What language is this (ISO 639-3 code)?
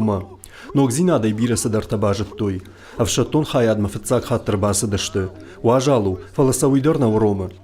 oss